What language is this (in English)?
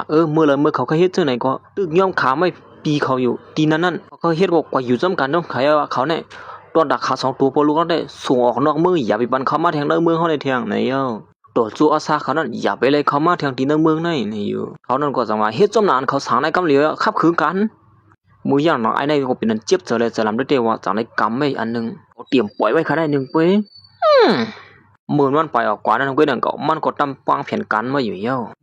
Shan